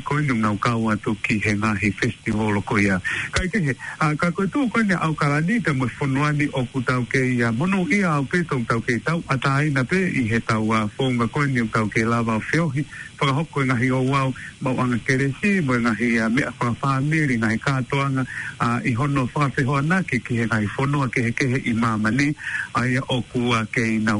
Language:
Tongan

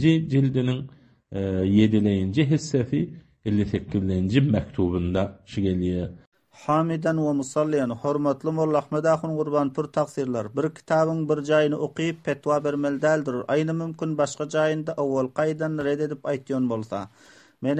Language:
Turkmen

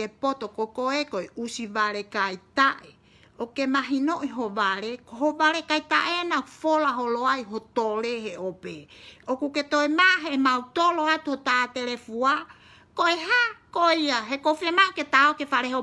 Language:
Tongan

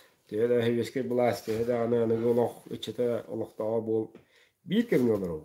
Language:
Yakut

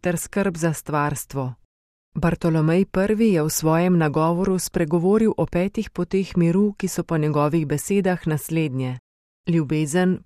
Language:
Slovenian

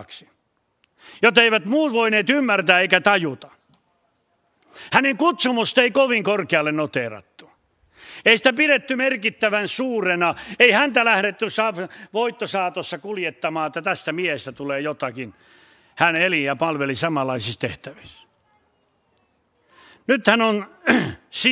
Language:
Finnish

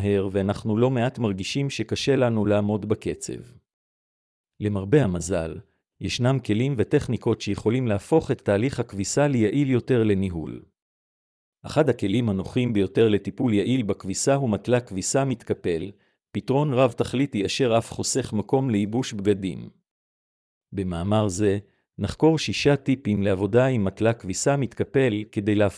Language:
Hebrew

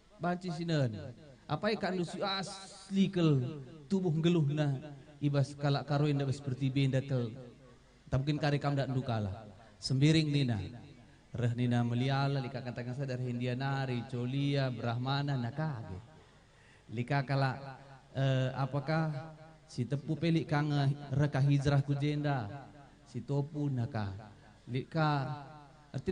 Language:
Batak Karo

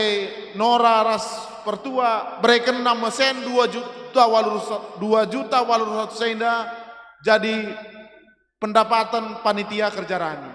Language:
Batak Karo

